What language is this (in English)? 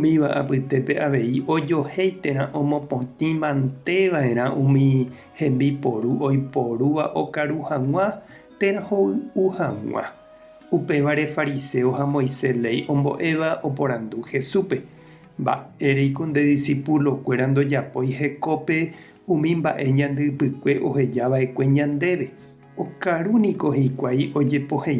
Guarani